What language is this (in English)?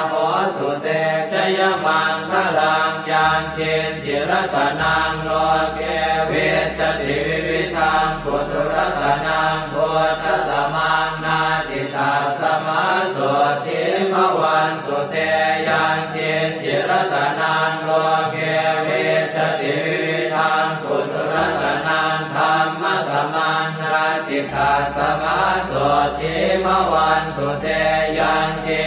Pali